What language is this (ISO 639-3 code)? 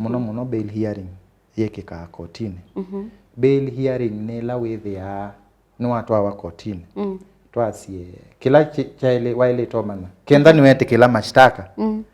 kam